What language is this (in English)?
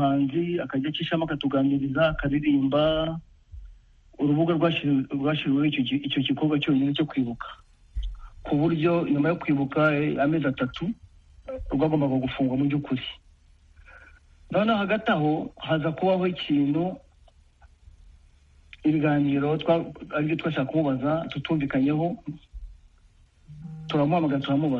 Kinyarwanda